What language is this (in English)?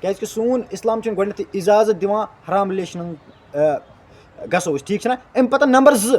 Kashmiri